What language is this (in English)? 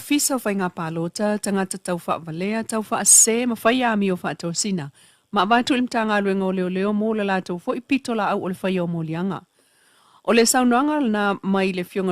Samoan